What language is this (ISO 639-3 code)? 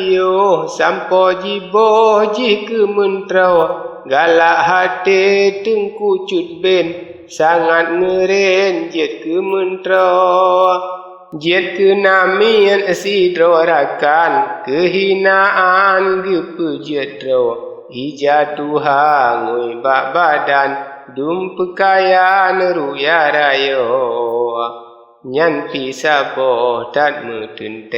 ace